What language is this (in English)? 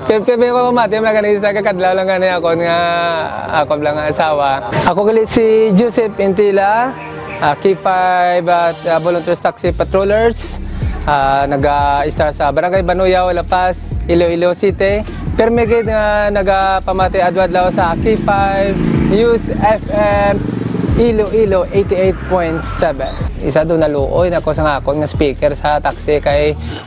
Hiligaynon